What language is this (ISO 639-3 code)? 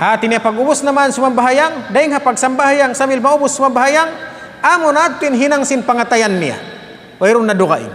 tsg